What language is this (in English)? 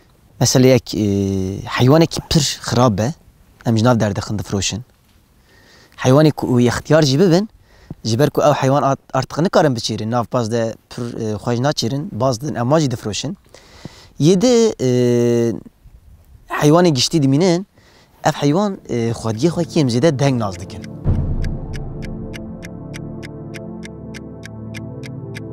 Kurdish